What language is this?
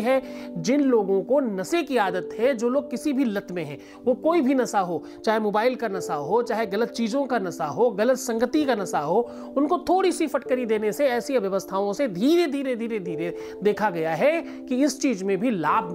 Hindi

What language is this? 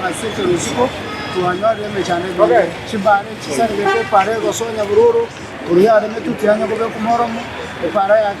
Gusii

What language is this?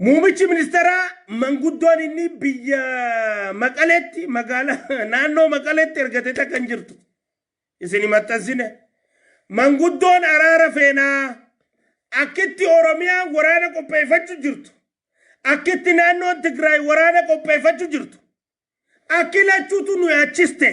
Oromo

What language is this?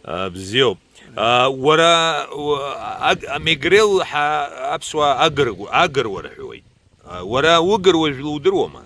Abkhazian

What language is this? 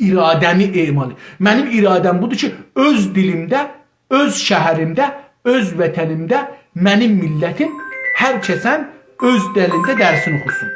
South Azerbaijani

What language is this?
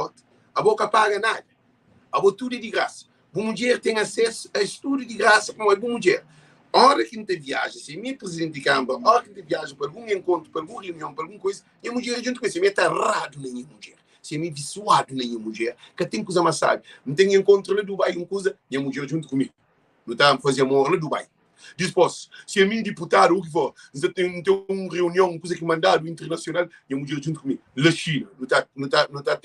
Kabuverdianu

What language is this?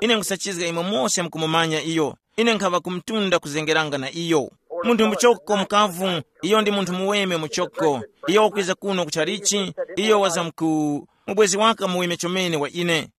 Tumbuka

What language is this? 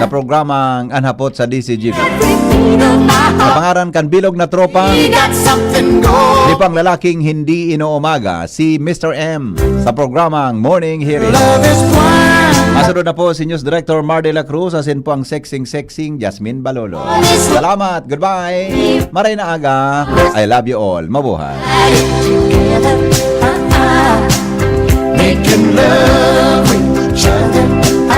Bikol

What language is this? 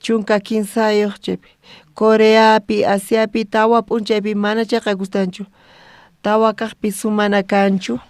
South Bolivian Quechua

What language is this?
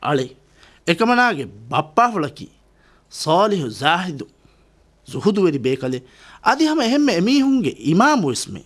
Divehi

